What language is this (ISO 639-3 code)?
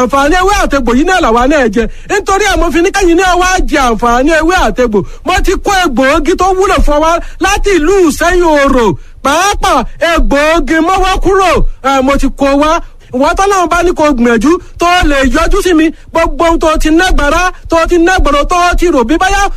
yor